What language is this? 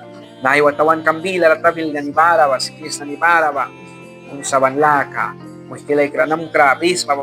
Mískito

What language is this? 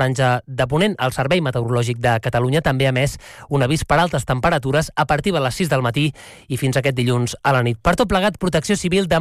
Catalan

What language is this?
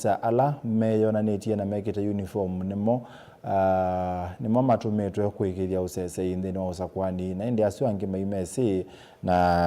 Kamba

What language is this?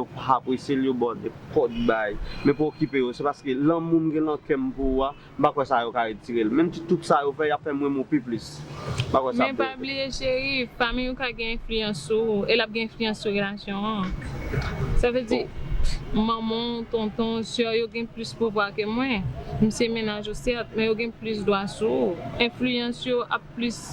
Haitian Creole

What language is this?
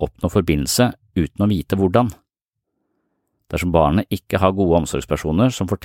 Norwegian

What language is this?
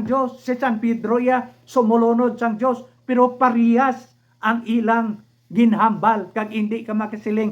Hiligaynon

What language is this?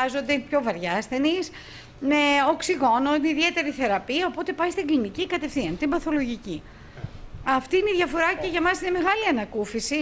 Greek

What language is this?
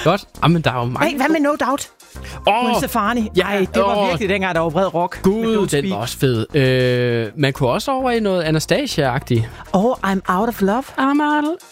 Danish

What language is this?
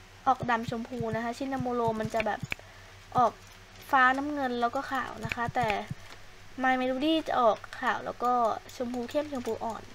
Thai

